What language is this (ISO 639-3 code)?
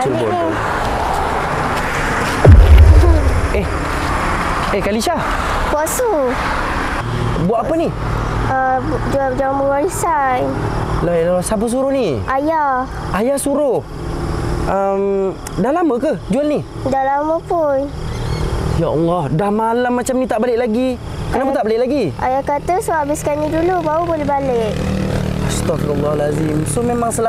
msa